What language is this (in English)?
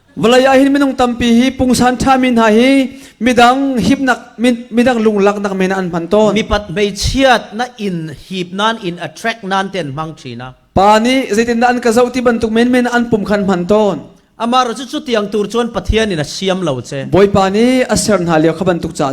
Falam Chin